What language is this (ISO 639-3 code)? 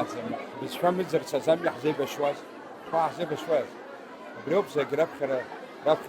abk